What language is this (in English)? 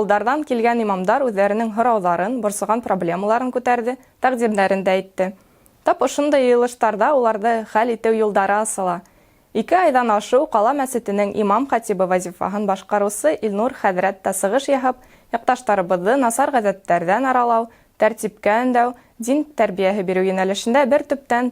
Bashkir